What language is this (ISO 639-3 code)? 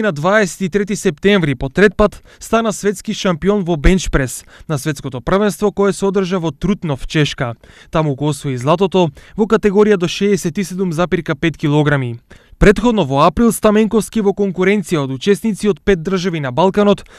mkd